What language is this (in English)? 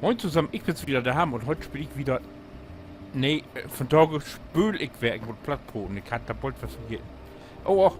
Low German